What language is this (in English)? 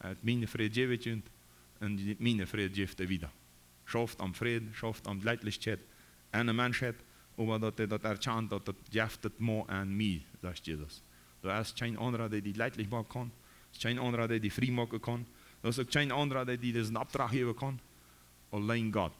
Plautdietsch